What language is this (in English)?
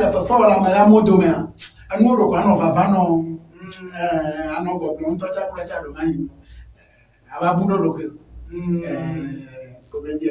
Ewe